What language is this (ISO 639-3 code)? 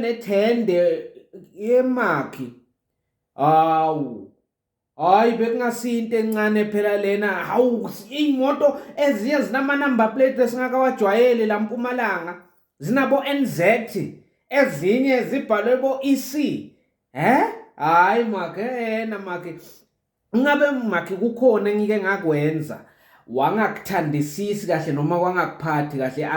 zul